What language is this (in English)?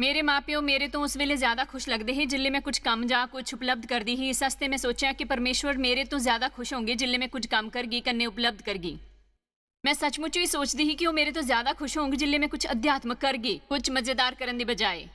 Dogri